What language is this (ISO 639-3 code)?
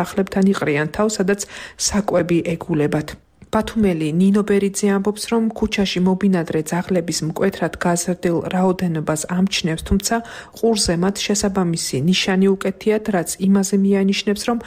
kat